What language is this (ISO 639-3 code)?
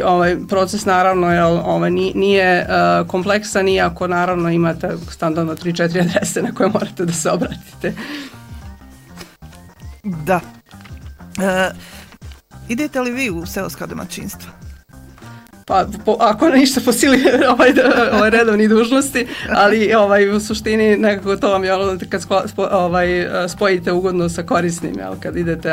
bos